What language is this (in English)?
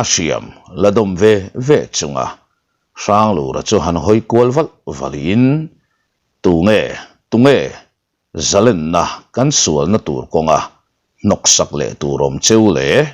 Mizo